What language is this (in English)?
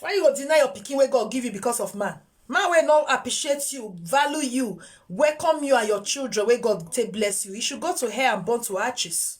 Nigerian Pidgin